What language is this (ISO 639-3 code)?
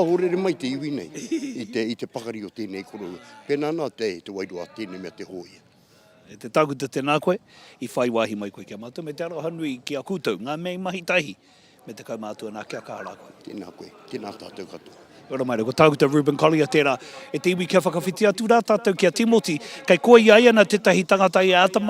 mri